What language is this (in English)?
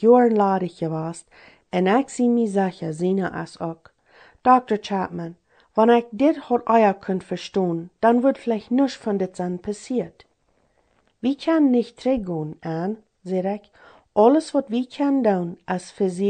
Plautdietsch